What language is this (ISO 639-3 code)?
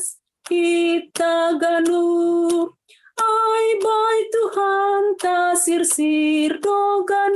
bts